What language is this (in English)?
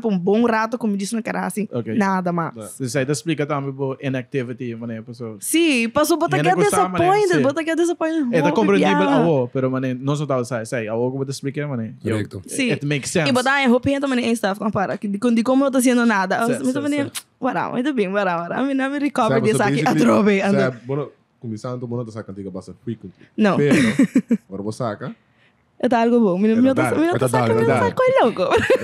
Papiamento